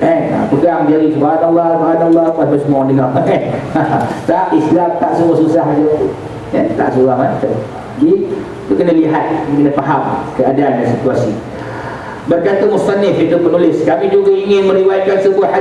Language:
Malay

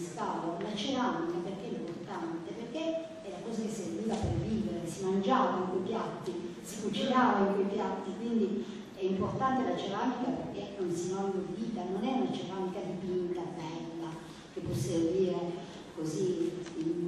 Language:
Italian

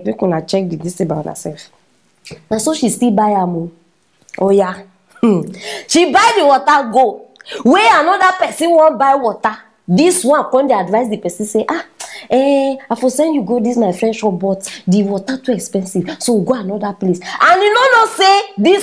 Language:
Nigerian Pidgin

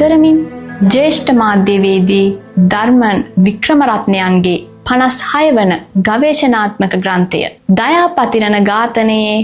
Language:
Sinhala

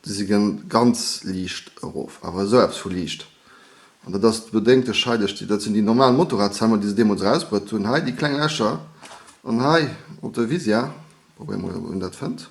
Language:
Luxembourgish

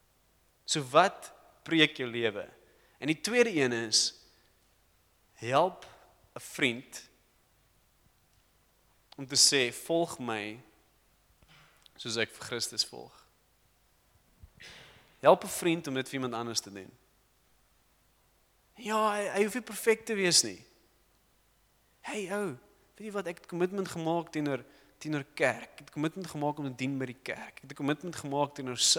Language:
Afrikaans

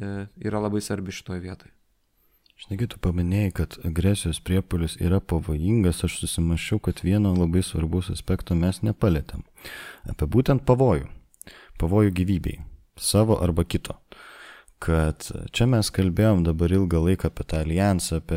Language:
Lithuanian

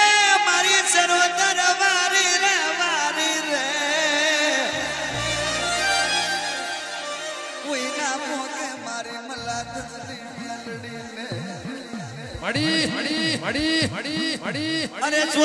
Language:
Gujarati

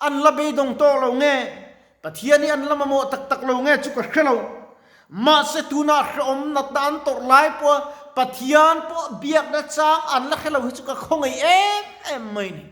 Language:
Mizo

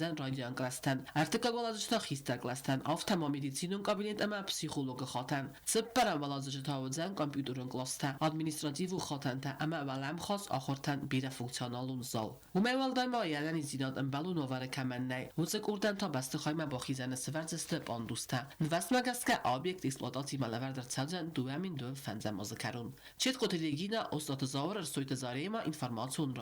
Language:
Ossetic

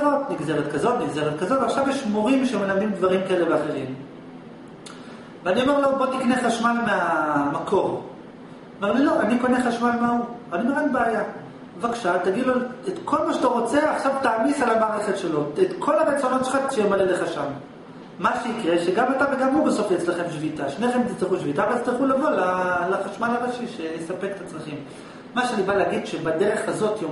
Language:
Hebrew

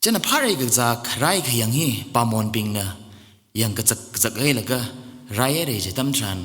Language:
Tangkhul Naga (India)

